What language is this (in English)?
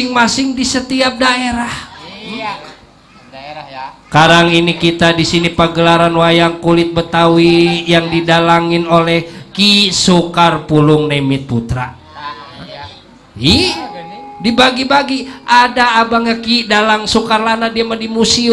Betawi